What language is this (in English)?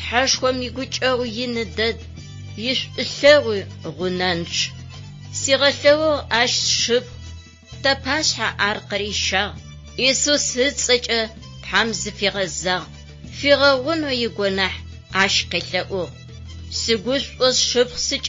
Adyghe